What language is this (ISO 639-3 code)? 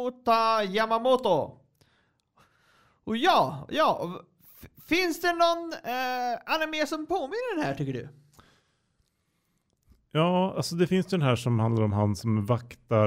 swe